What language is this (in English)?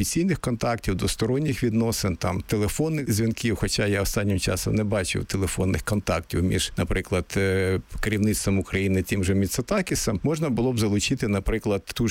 Ukrainian